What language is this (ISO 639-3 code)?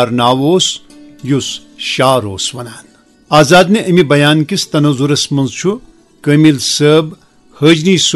kas